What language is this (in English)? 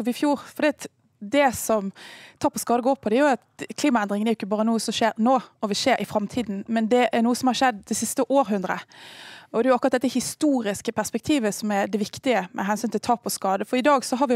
Norwegian